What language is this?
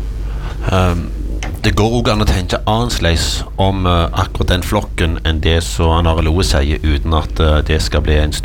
Norwegian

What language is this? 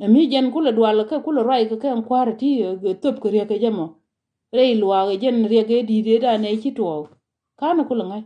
Nuer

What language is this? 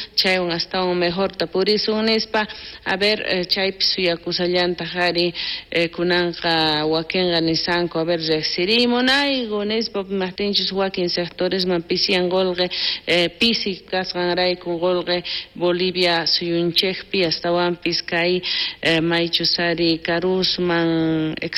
South Bolivian Quechua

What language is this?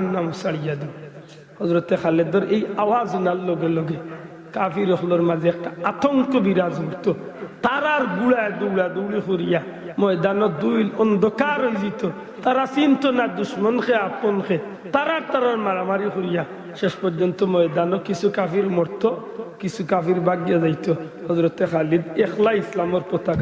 Sylheti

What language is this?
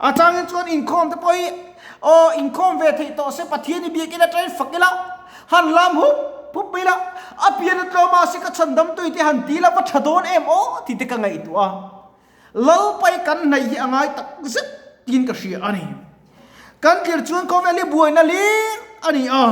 Mizo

